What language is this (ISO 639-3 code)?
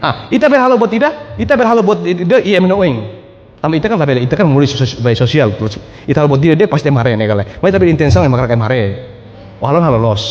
tet